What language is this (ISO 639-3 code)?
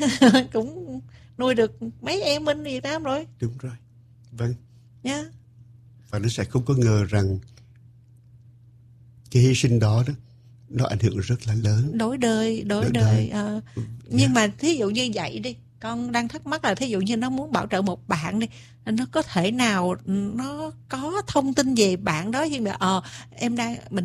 vie